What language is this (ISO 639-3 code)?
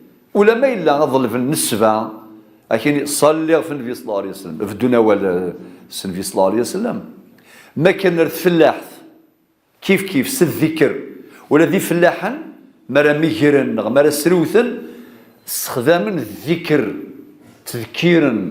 kab